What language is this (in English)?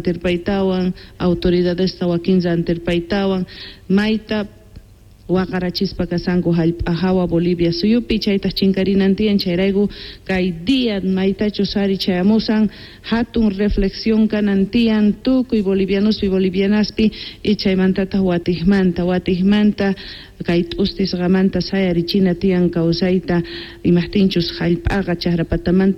South Bolivian Quechua